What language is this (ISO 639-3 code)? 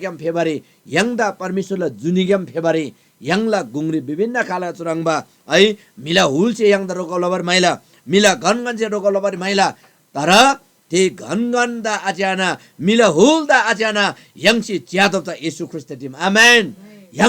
taj